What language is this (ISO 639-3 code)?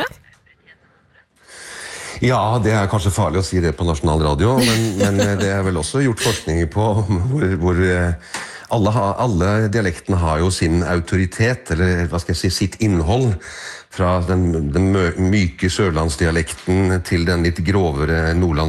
nor